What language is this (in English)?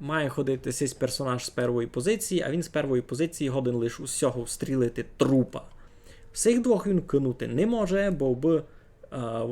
Rusyn